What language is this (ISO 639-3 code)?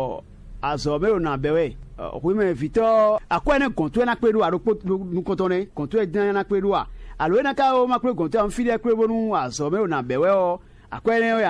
fon